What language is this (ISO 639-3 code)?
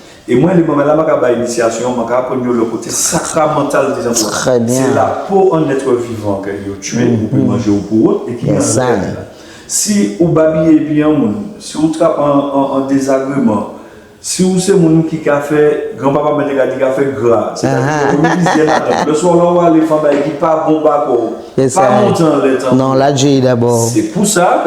gcf